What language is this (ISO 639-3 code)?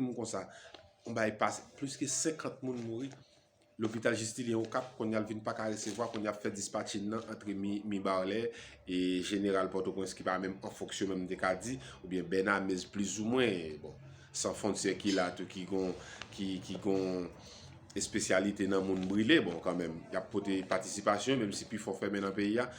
hat